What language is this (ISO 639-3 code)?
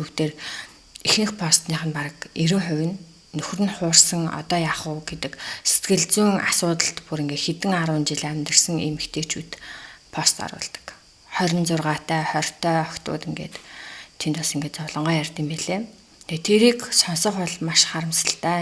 mon